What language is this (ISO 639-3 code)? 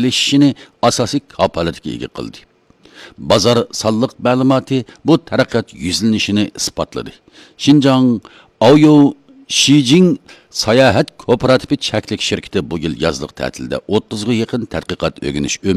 uig